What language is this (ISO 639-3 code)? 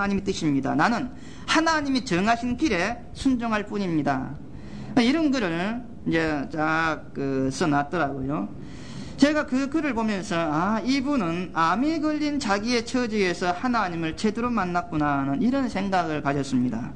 kor